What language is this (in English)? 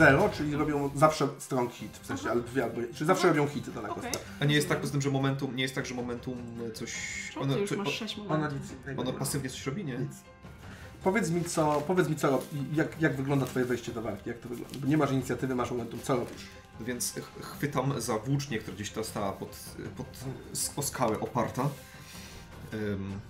Polish